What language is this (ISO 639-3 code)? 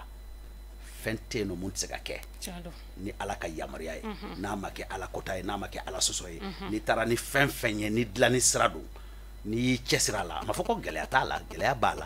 bam